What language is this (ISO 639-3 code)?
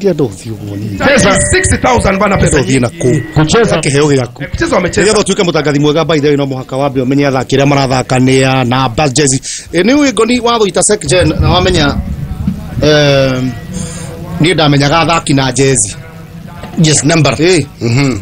kik